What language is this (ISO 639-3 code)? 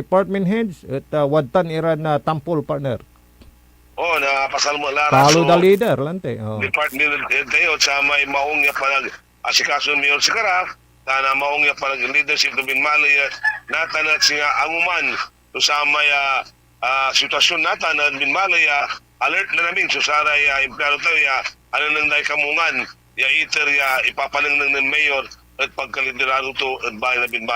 pag